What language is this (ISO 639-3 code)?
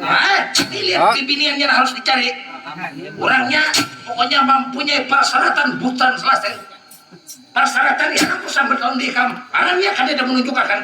bjn